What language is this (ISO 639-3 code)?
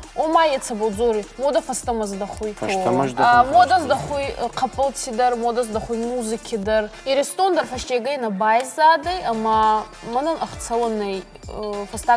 oss